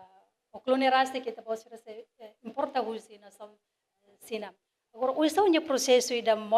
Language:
Tetum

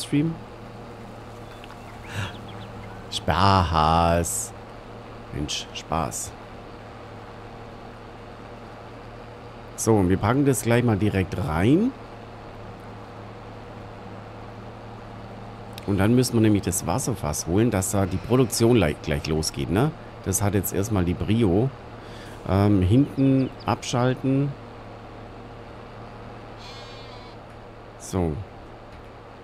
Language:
German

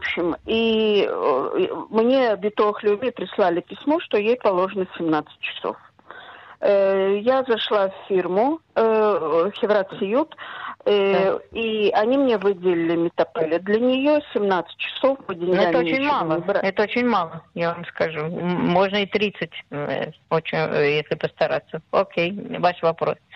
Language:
Russian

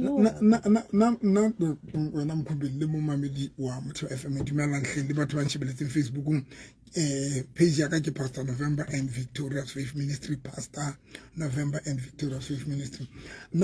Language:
Southern Sotho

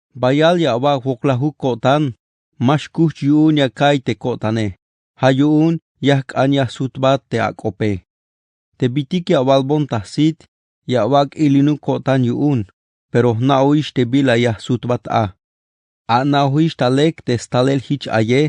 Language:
Tzeltal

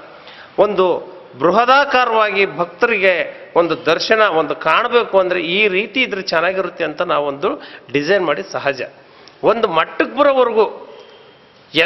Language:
Kannada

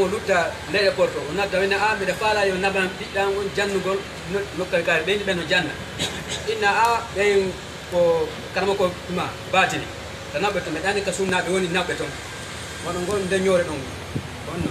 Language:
Pular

